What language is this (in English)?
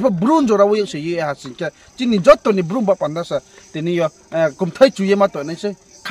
Riang (India)